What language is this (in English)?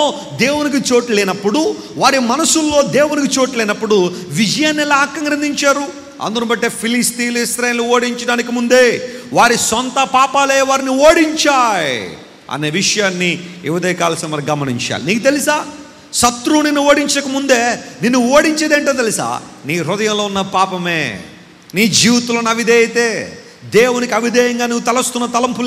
Telugu